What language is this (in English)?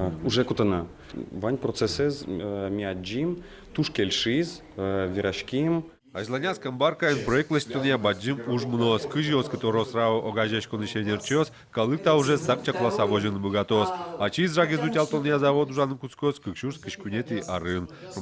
Udmurt